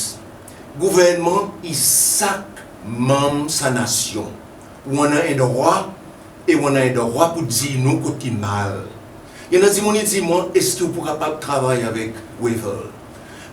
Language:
Seselwa Creole French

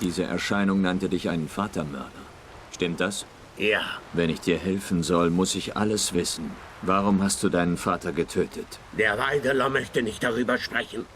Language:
Swiss German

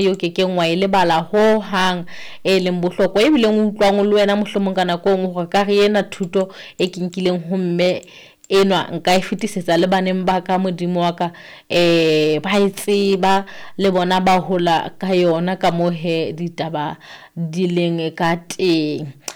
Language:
Southern Sotho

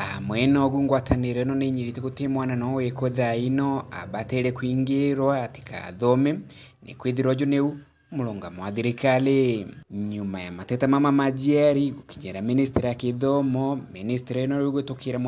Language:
Meru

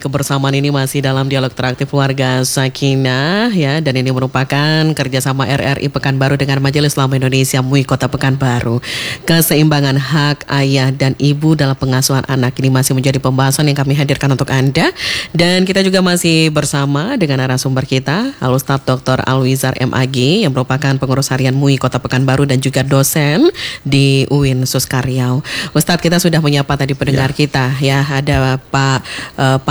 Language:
Indonesian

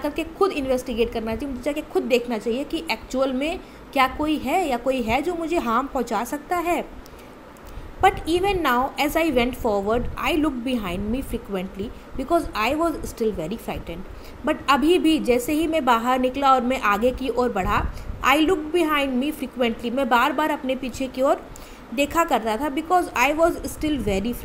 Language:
Hindi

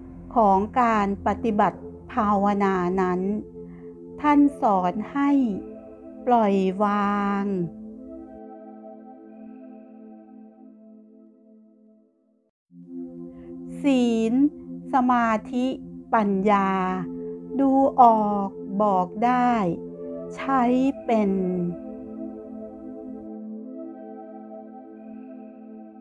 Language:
Thai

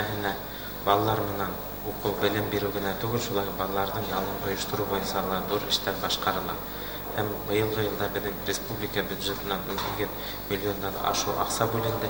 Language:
Bashkir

